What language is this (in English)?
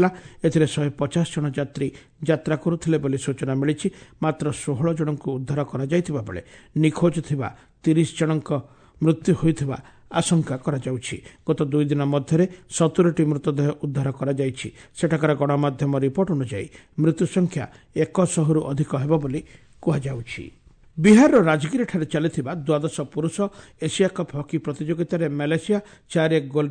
Odia